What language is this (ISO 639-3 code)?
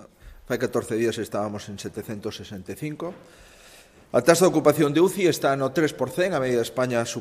glg